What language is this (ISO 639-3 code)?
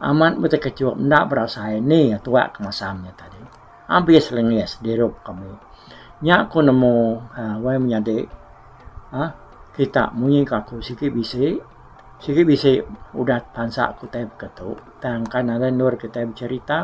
iba